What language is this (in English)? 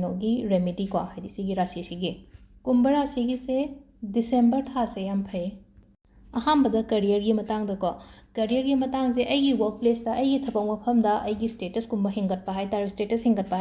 Manipuri